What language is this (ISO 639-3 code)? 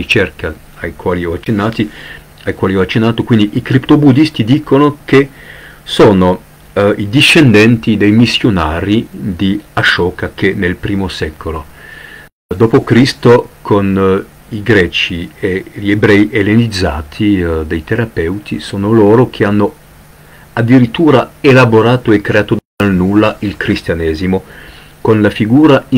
ita